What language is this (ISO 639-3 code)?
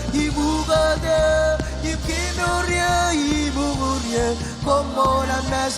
mah